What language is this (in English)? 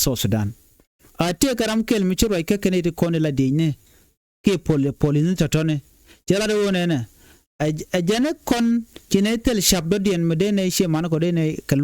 Nuer